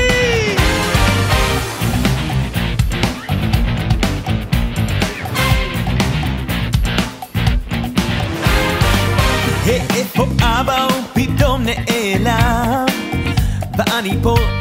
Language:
Hebrew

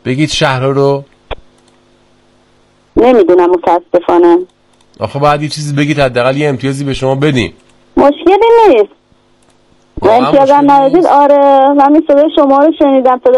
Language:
Persian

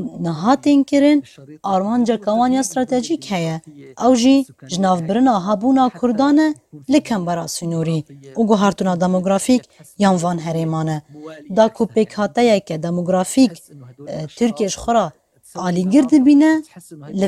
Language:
Kurdish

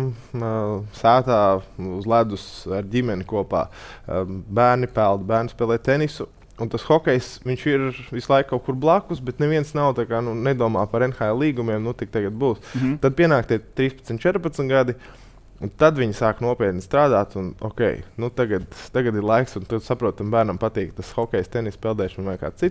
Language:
Latvian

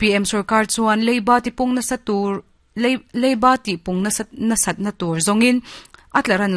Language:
Mizo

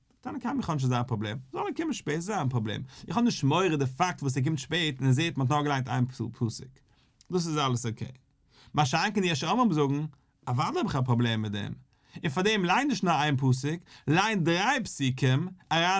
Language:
Yiddish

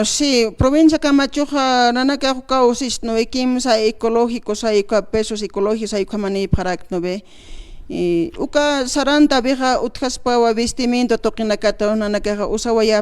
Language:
Aymara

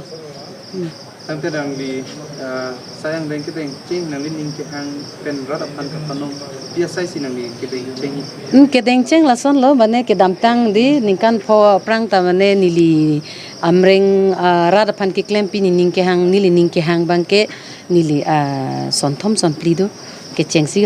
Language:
Karbi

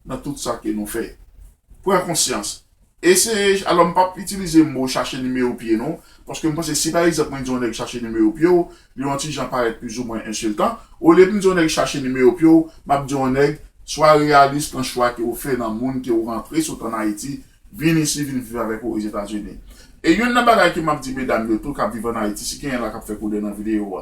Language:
Haitian Creole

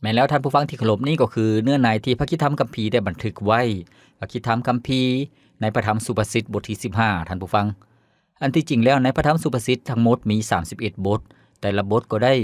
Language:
Lao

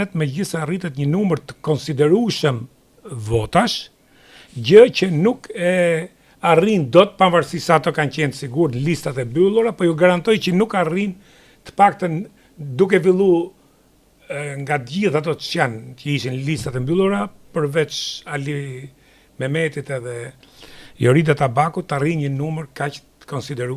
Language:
Albanian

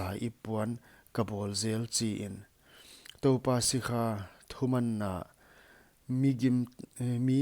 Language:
Paite Chin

